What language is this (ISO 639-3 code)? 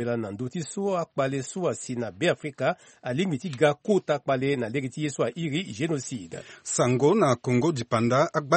sag